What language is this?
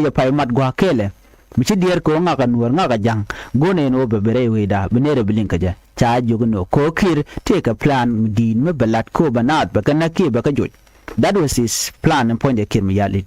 Nuer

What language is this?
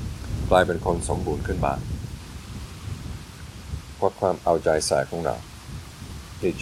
Thai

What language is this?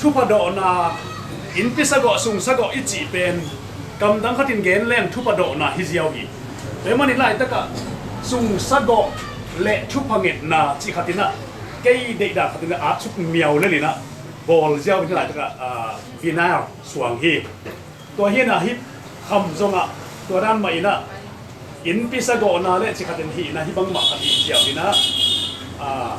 Tedim Chin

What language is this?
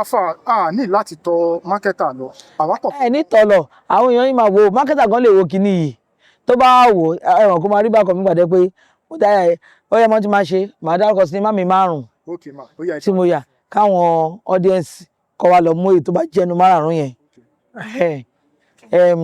Yoruba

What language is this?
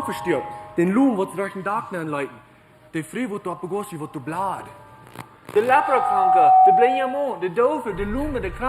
Plautdietsch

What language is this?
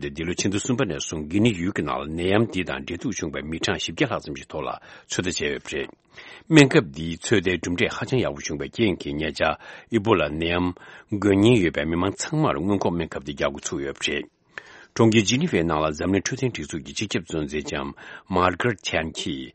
Tibetan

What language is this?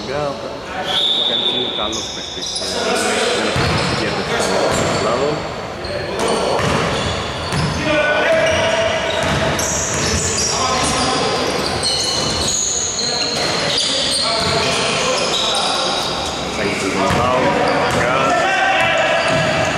Greek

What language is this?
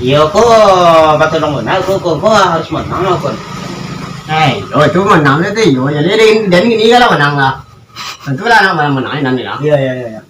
Minangkabau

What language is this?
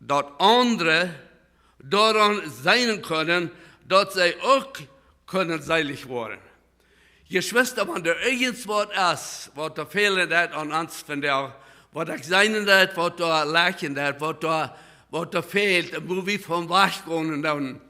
Plautdietsch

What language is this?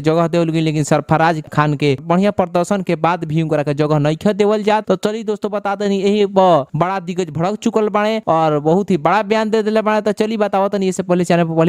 Bhojpuri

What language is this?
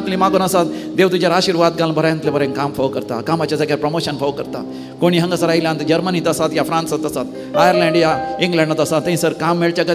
Konkani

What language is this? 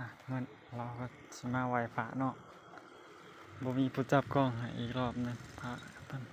Lao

